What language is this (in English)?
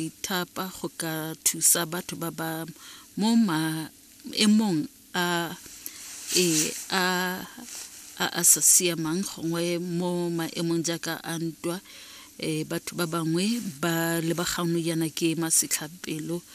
Tswana